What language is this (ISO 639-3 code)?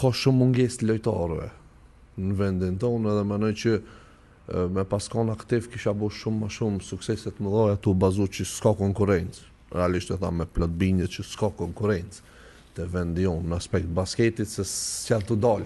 sqi